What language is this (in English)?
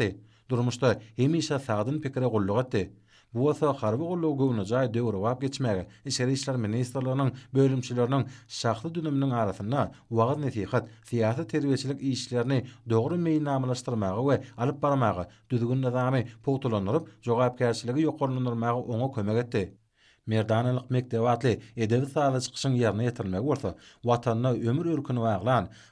Turkmen